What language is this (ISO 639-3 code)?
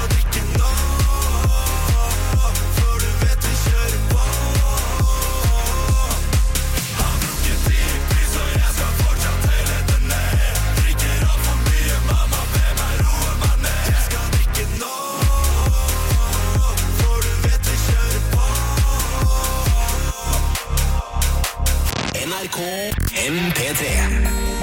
nor